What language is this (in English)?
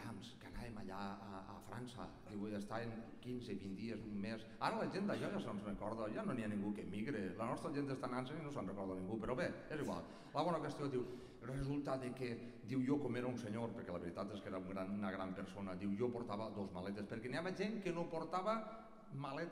Catalan